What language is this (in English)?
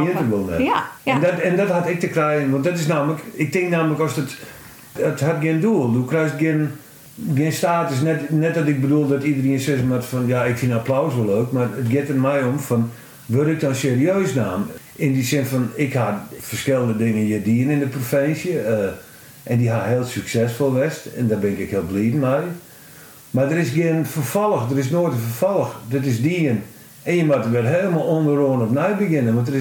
Western Frisian